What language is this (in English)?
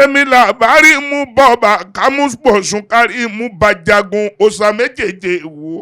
Yoruba